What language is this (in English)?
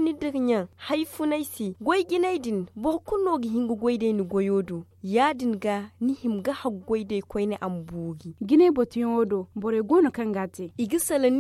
Zarma